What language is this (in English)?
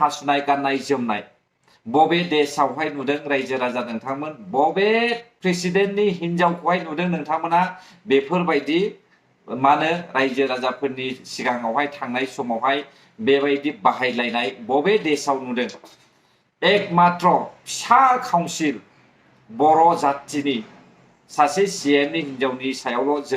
Bodo